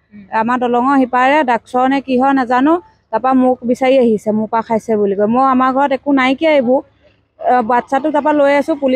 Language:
Assamese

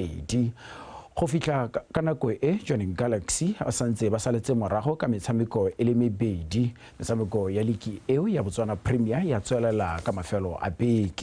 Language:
Tswana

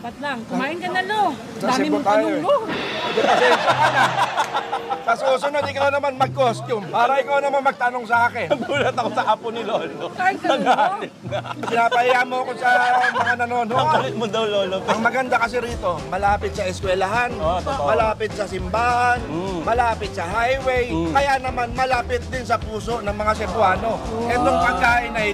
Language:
Filipino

